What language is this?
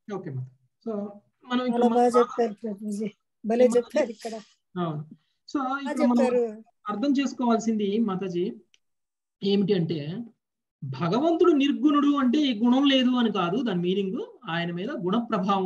Telugu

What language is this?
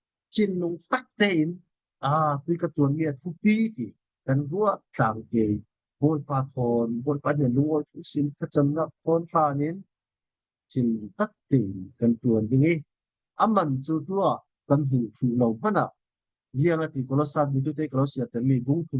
Falam Chin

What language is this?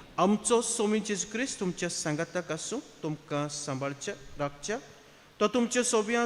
Konkani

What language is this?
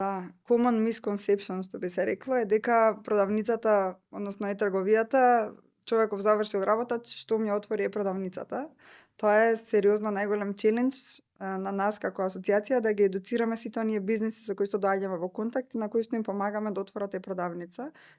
Macedonian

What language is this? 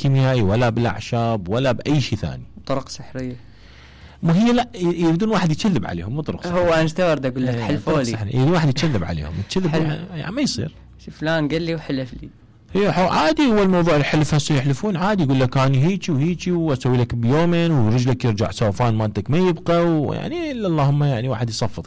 Mesopotamian Arabic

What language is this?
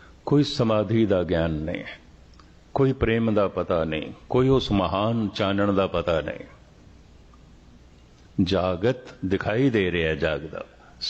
Punjabi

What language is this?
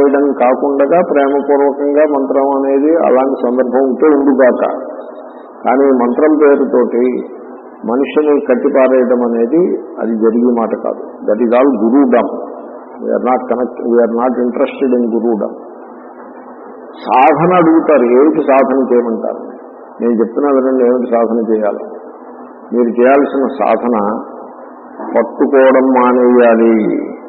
Telugu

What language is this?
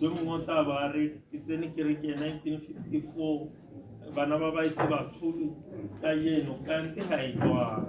Tswana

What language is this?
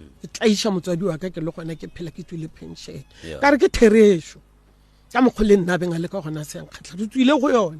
Northern Sotho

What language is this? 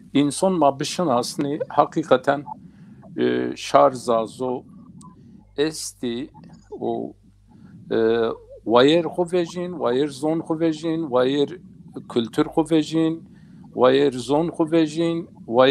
Zaza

